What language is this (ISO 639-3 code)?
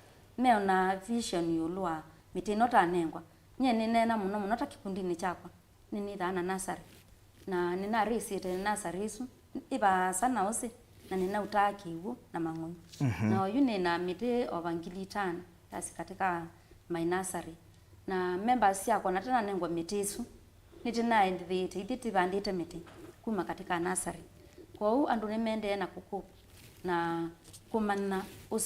kam